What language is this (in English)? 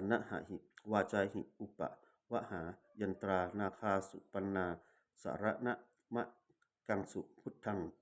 Pali